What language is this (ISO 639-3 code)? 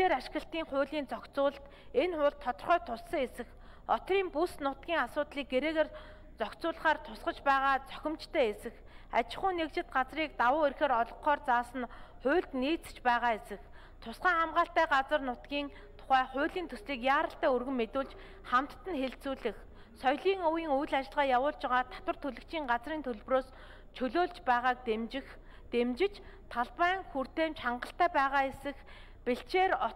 mon